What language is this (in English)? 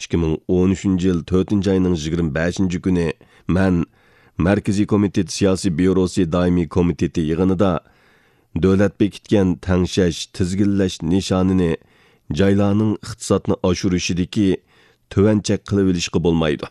Uyghur